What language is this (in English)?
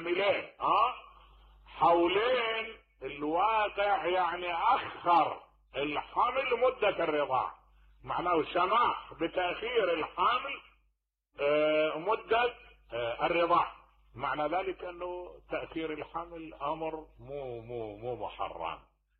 Mesopotamian Arabic